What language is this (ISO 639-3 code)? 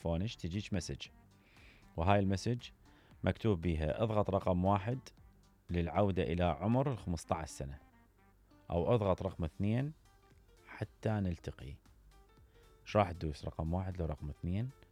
acm